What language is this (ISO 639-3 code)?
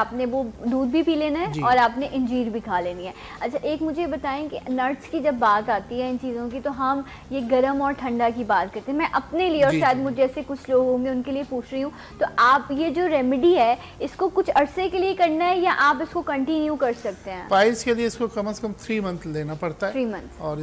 urd